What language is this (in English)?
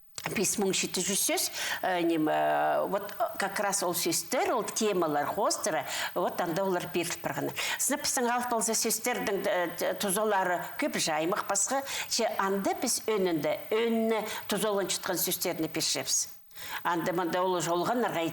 Khakas